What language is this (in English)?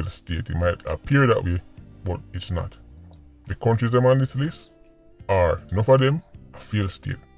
Jamaican Creole English